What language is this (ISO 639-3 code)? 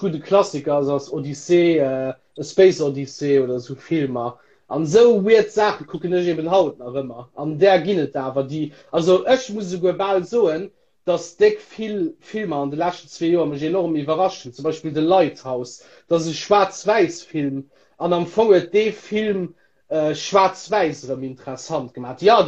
ltz